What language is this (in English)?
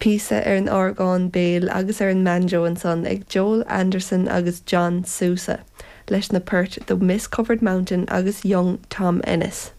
Irish